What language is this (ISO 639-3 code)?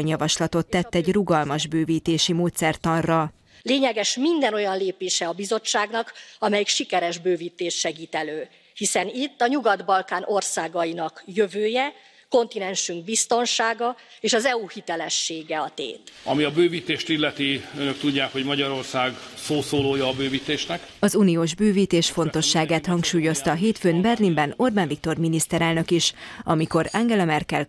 hun